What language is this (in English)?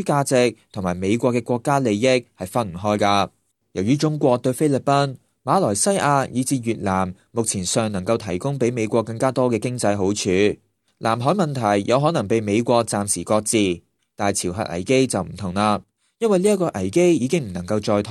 Cantonese